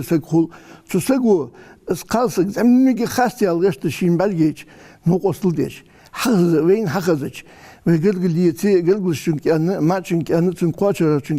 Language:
Ingush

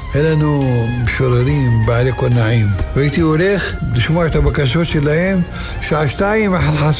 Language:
Hebrew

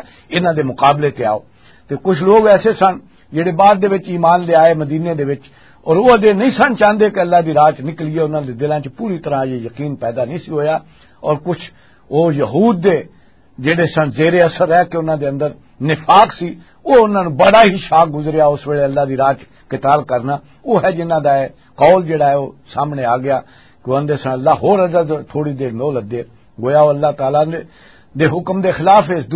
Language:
Western Panjabi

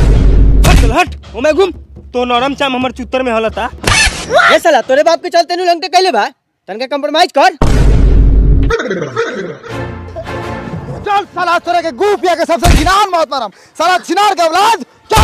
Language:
Bhojpuri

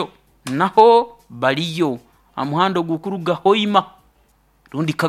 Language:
Nyoro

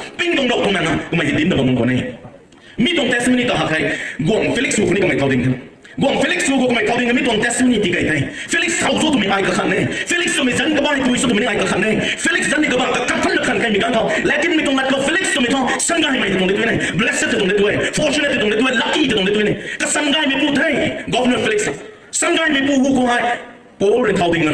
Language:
Rongmei Naga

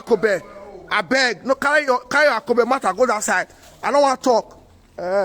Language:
Nigerian Pidgin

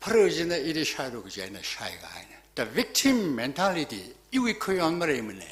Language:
Tangkhul Naga (India)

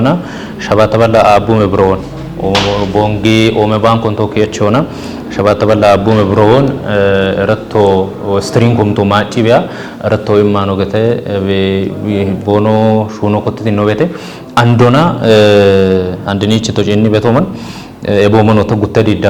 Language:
Kafa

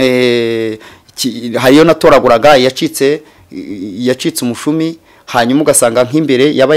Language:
Kinyarwanda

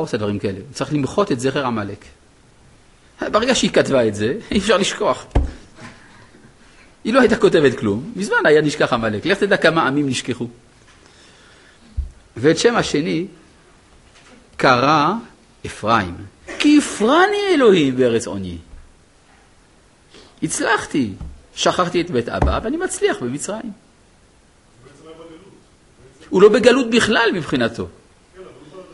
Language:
Hebrew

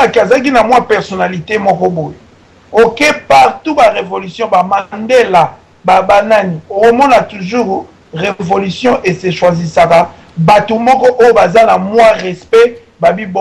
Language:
Lingala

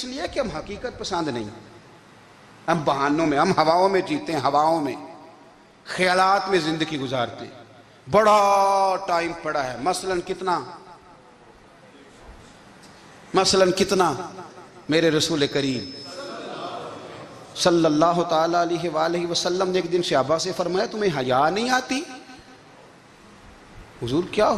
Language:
Urdu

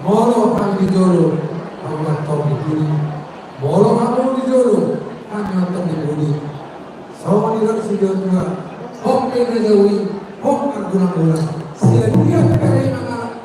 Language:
Batak Toba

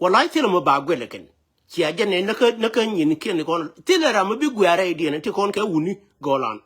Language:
Nuer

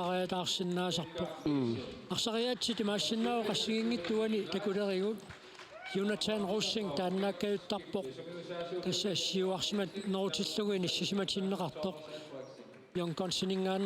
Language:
Kalaallisut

